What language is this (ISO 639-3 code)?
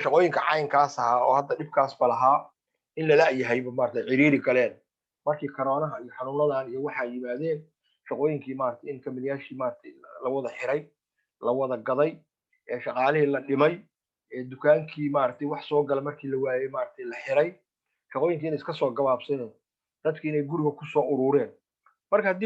som